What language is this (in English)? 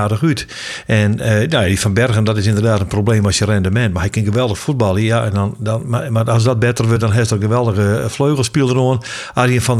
Western Frisian